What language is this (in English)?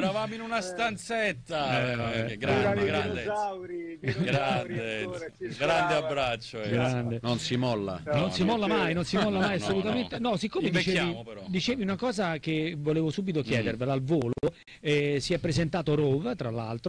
Italian